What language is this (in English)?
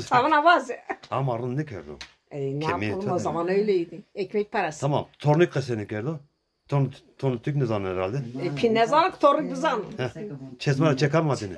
Zaza